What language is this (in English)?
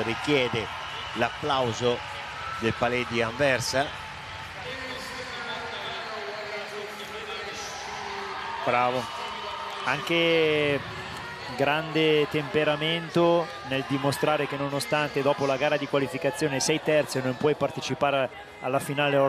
Italian